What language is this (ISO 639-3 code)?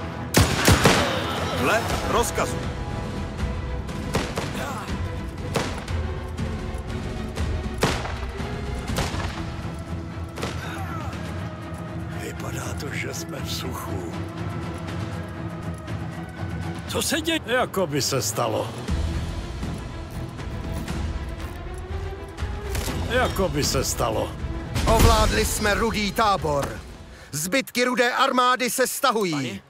ces